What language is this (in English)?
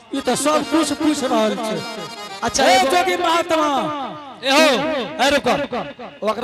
Angika